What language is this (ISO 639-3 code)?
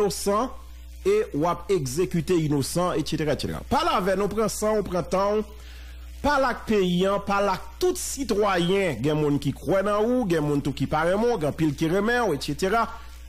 hat